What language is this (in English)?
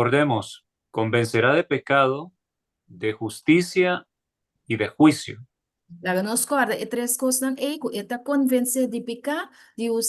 Papiamento